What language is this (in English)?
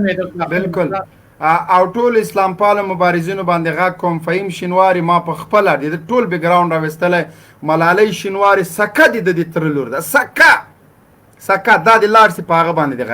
Pashto